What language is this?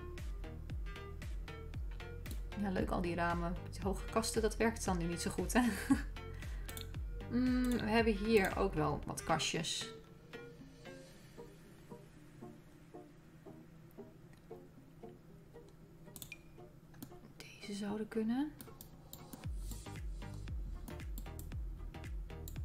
Dutch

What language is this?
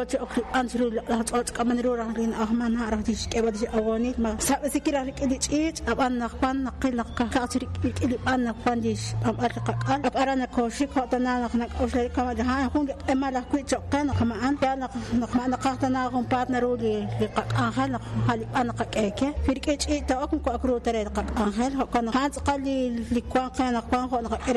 Kekchí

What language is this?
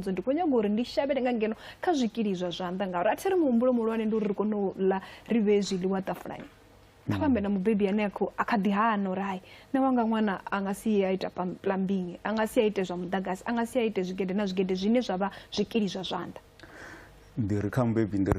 Venda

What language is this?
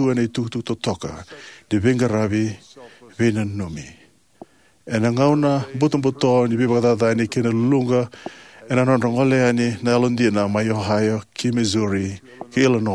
Fijian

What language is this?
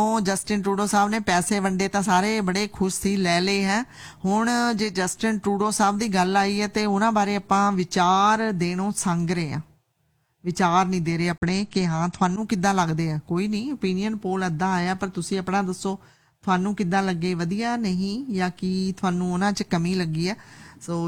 Punjabi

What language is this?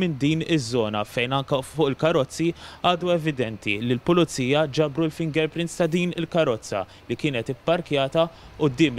Maltese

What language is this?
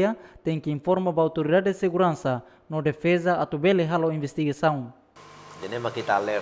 Tetum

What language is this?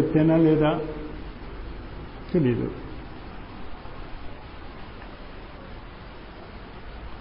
Telugu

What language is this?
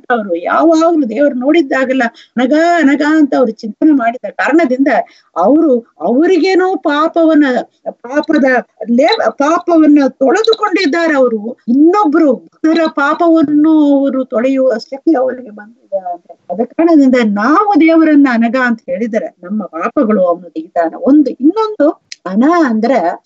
Kannada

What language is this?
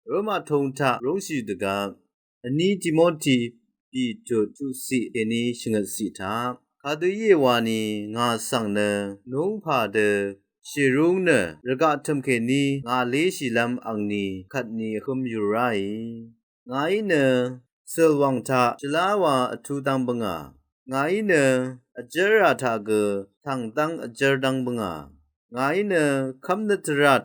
Rawang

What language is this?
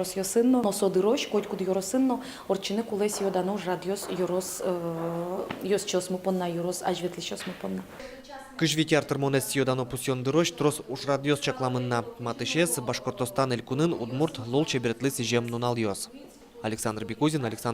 Udmurt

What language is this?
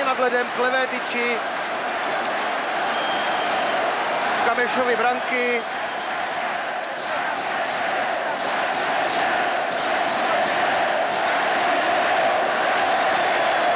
Czech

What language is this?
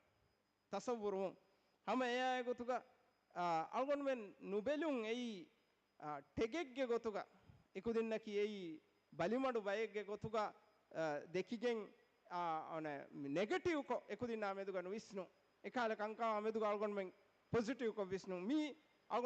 Divehi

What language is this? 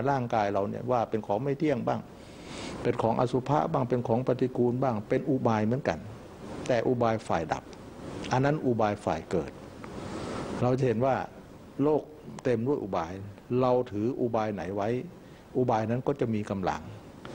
Thai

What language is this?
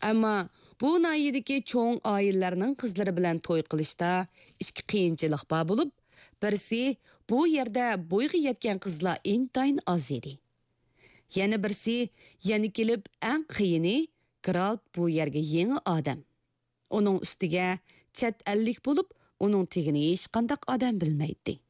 Uyghur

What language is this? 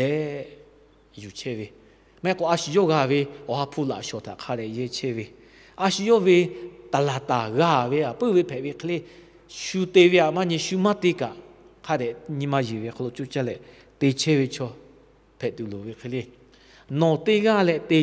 Lahu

